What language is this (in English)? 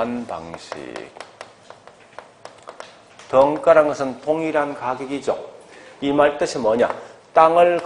Korean